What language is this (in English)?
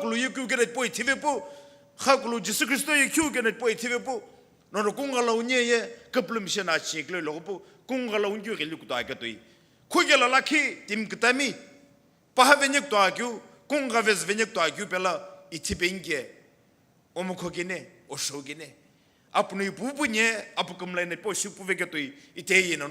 Sumi Naga